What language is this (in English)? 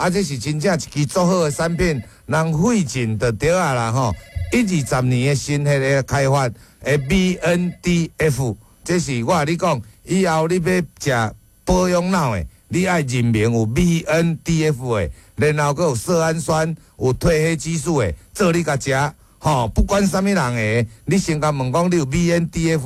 Min Nan Chinese